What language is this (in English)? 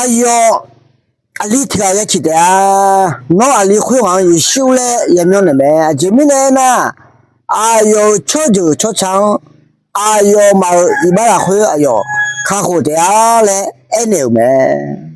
Akha